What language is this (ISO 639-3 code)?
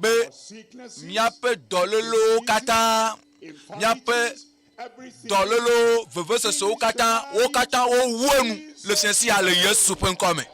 ewe